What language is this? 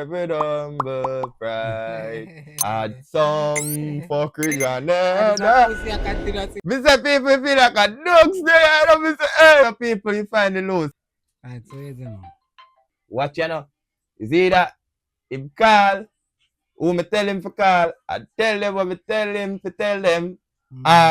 Jamaican Creole English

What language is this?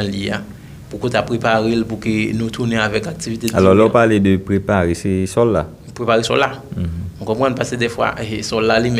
Haitian Creole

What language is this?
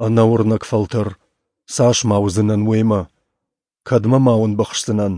Ossetic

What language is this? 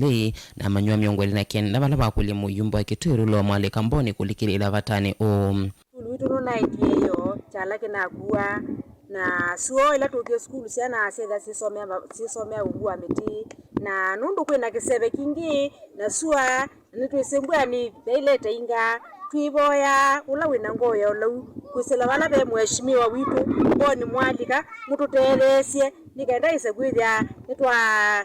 Kamba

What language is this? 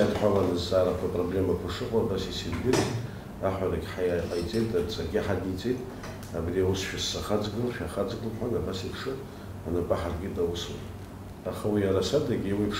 Abkhazian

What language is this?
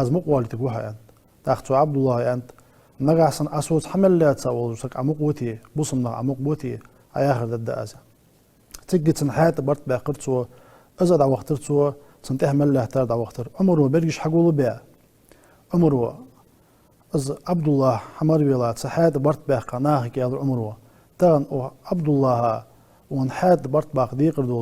Ingush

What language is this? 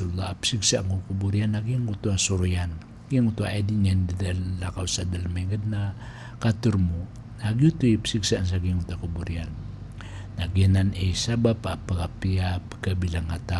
Maranao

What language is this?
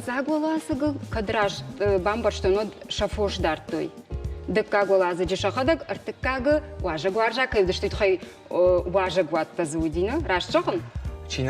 Ossetic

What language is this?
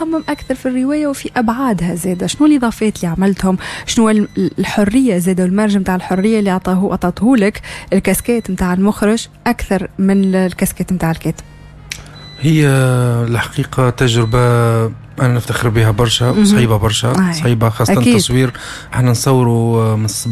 Tunisian Arabic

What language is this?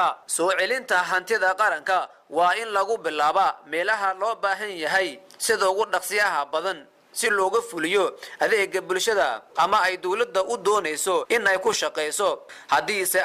Somali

